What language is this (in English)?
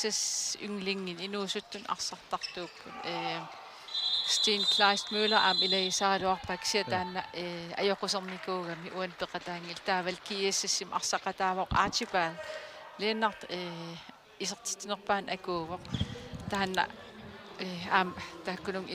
Kalaallisut